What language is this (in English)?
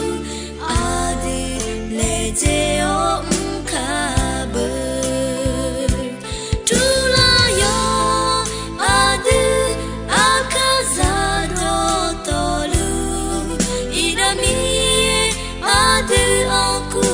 Akha